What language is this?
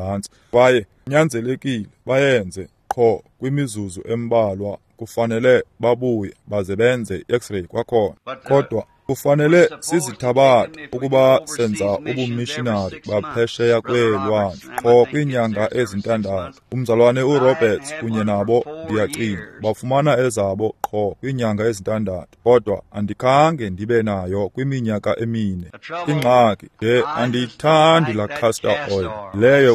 Xhosa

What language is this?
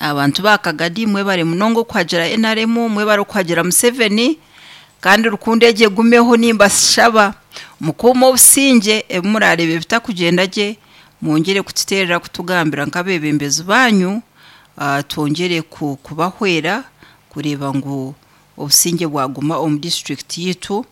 Nyankole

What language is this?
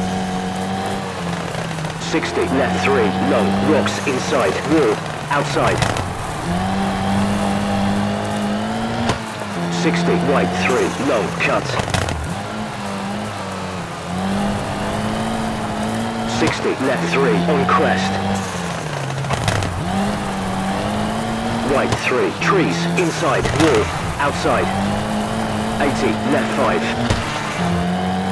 English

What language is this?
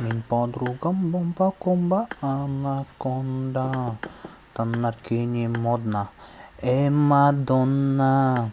Yakut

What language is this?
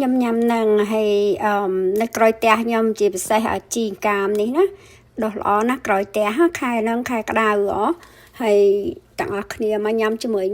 Khmer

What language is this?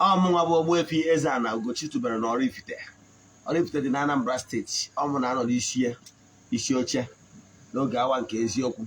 Igbo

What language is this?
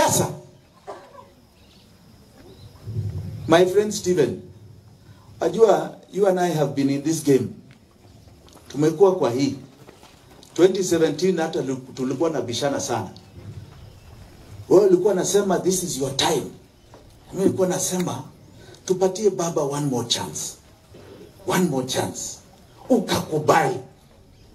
Swahili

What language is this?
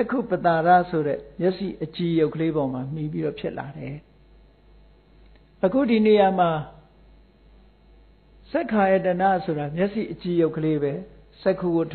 Burmese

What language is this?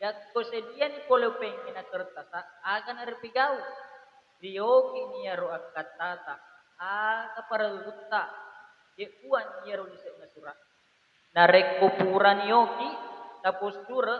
Buginese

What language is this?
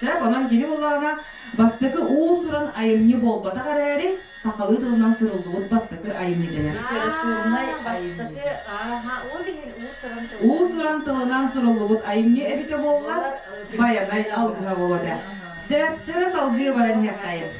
Yakut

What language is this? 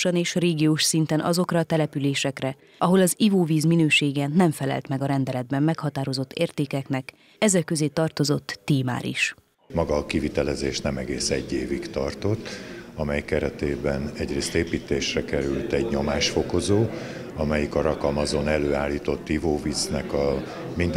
Hungarian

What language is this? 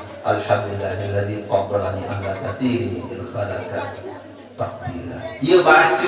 Sasak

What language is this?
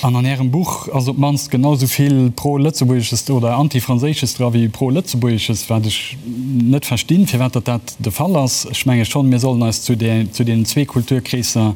Luxembourgish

